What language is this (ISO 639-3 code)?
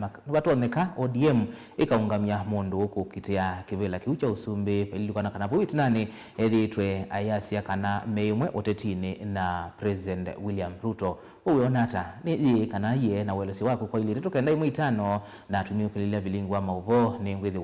kam